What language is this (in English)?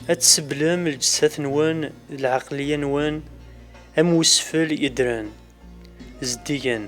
Kabyle